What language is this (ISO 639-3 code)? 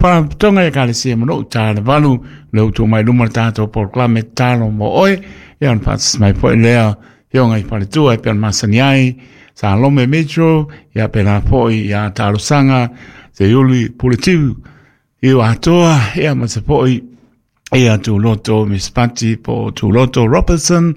smo